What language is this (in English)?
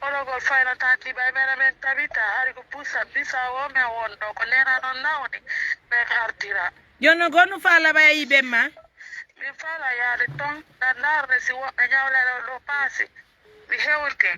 Pular